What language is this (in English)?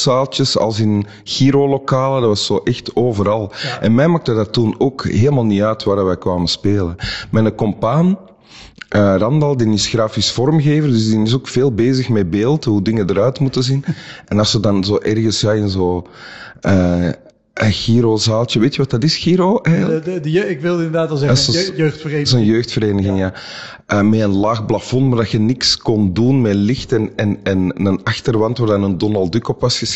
Dutch